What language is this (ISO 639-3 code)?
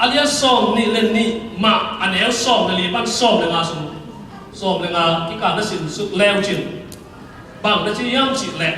ctd